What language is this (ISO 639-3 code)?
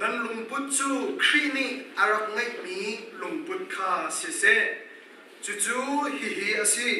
cnh